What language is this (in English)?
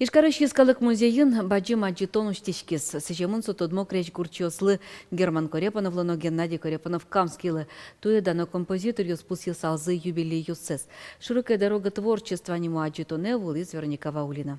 Udmurt